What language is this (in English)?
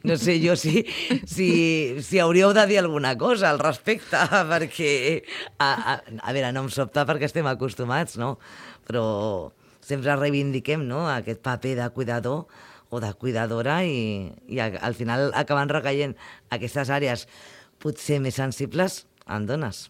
Catalan